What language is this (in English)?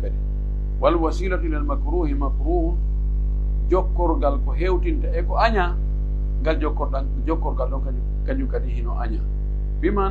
Pular